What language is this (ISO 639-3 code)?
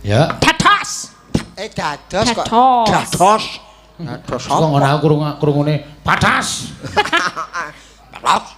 jav